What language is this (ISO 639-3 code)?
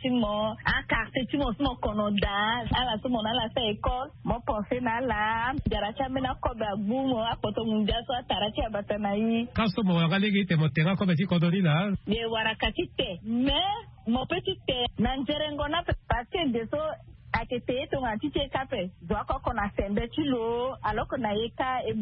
sag